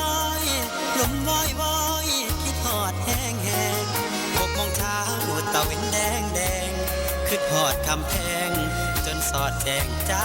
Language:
Northeastern Thai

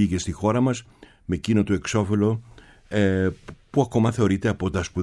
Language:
Greek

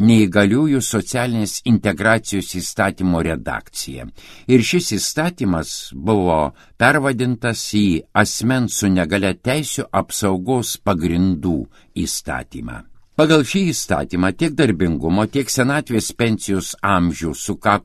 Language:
Lithuanian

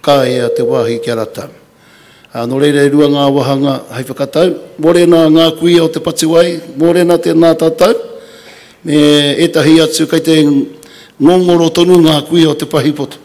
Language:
Māori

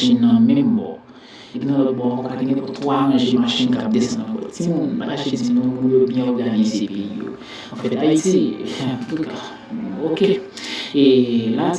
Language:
Haitian Creole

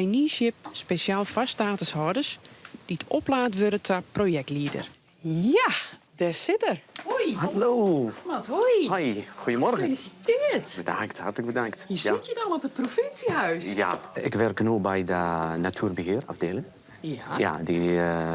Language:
Western Frisian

